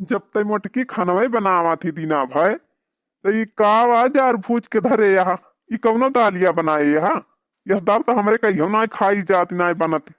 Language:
Awadhi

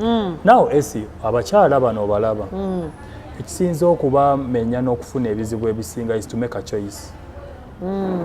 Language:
Ganda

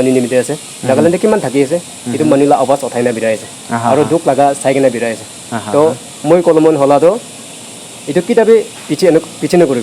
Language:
Naga Pidgin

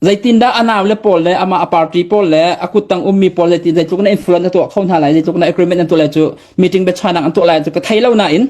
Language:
Hakha Chin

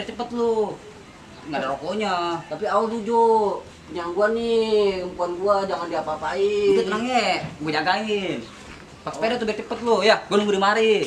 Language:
Betawi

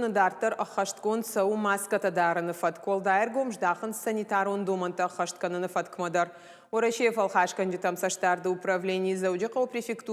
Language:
Ossetic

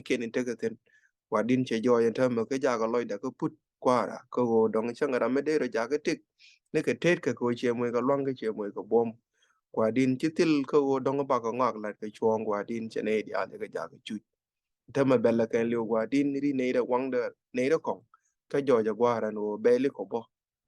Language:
Nuer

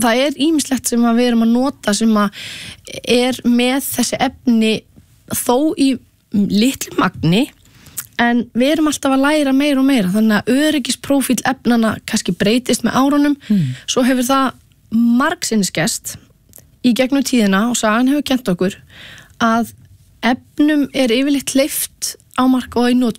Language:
Icelandic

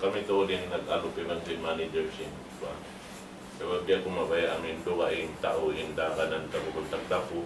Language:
Tausug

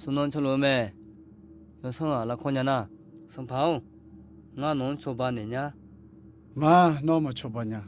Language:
Akha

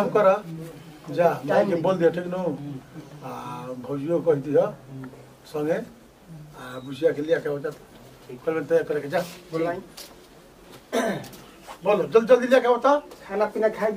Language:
Bhojpuri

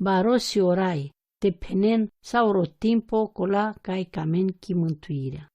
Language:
Romany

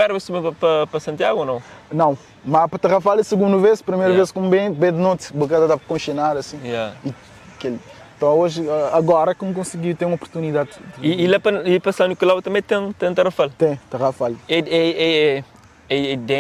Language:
Kabuverdianu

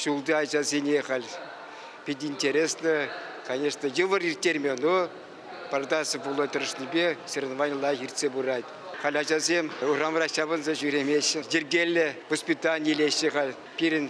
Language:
Chuvash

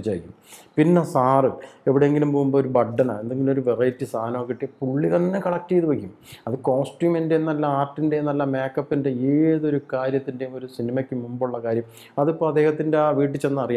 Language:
Malayalam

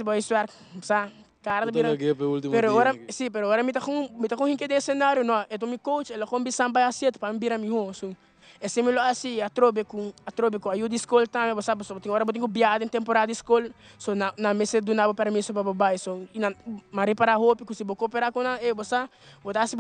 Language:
Papiamento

